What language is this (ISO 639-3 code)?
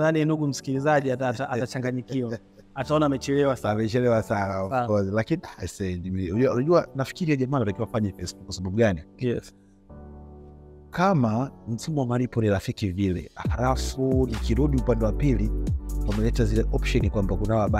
swa